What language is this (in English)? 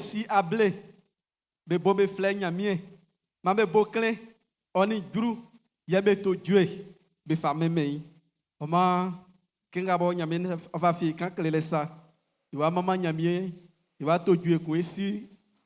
Baoulé